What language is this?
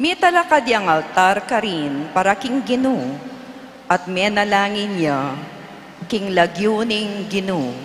Pampanga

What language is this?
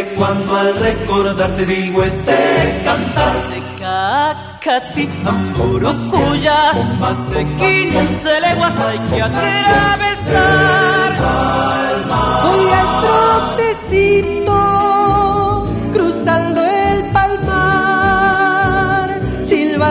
Spanish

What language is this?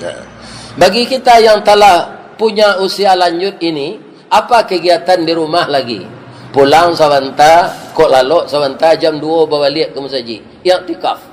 Minangkabau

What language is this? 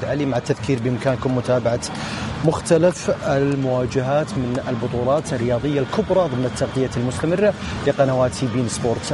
Arabic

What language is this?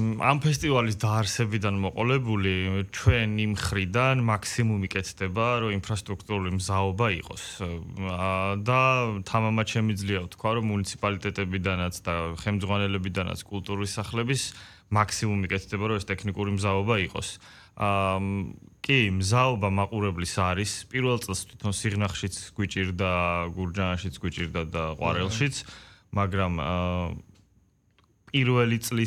Georgian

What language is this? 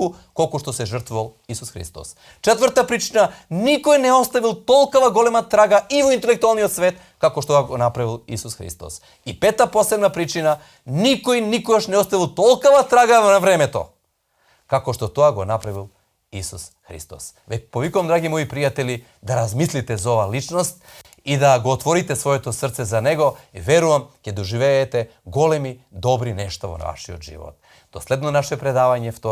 Macedonian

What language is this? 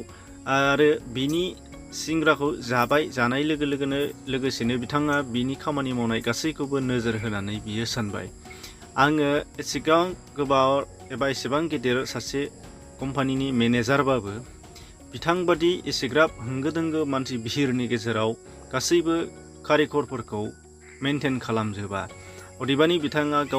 Bodo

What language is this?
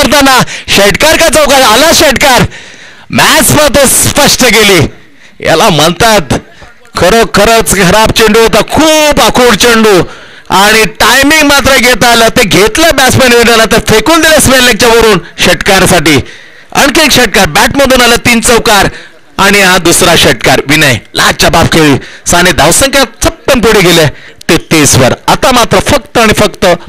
Marathi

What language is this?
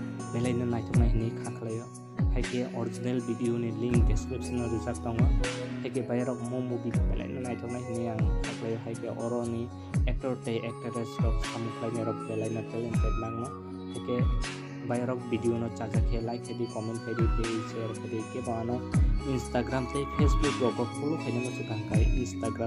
Kok Borok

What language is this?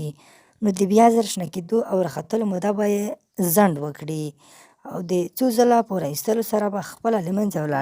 Pashto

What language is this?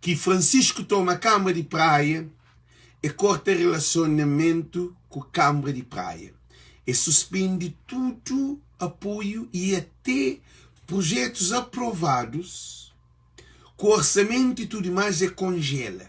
Kabuverdianu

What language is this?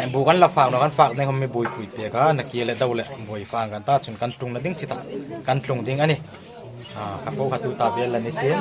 Hmar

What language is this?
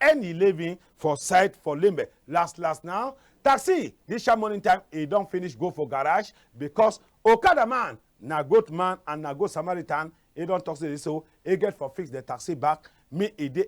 Cameroon Pidgin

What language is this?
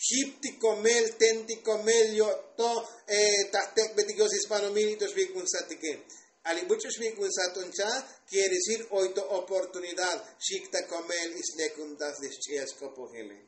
Tzotzil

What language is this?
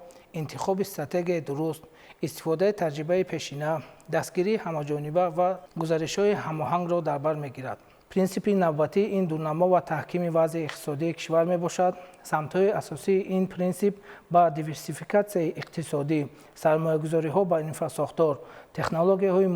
Tajik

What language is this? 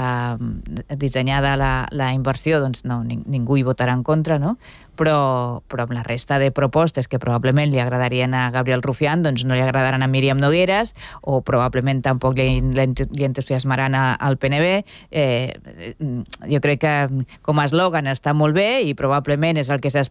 Catalan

